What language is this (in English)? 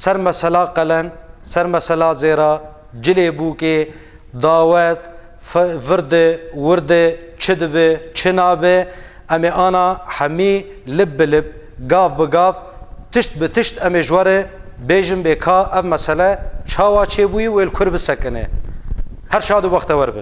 Kurdish